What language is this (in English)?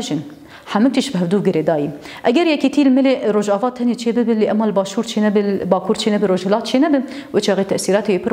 Kurdish